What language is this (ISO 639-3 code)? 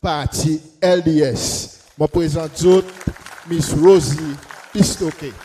crs